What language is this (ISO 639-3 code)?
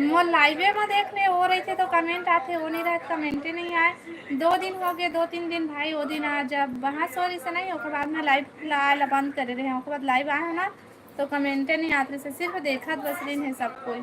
hne